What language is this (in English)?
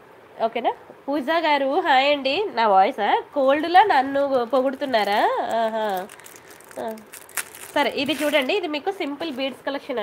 Telugu